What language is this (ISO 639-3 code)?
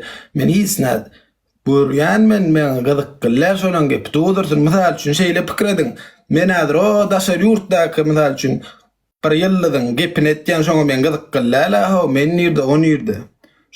tuk